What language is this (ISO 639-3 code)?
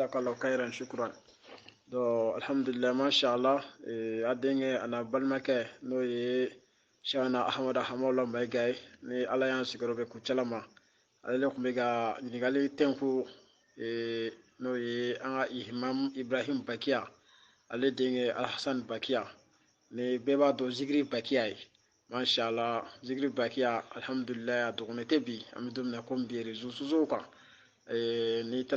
bam